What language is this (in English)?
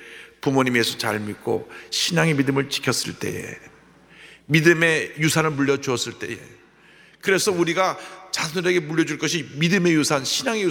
Korean